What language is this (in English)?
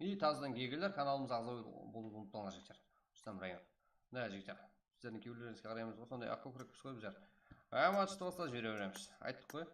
Kara-Kalpak